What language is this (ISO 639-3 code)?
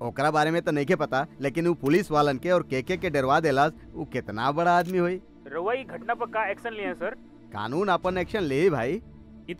bho